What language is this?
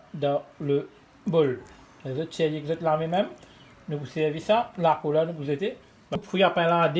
Morisyen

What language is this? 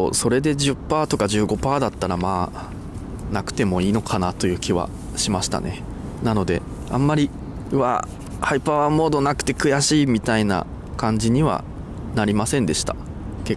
Japanese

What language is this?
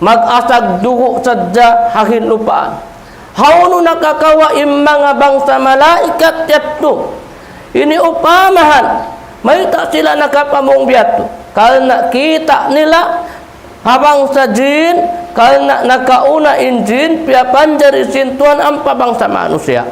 Tausug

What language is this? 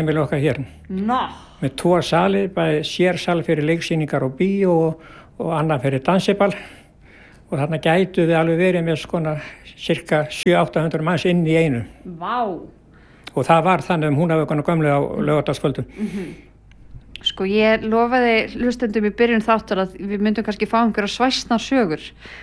Icelandic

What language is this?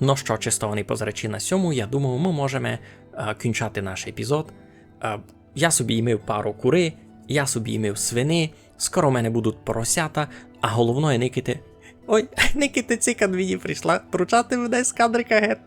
Rusyn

